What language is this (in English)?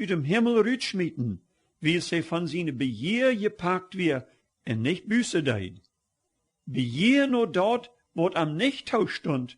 Plautdietsch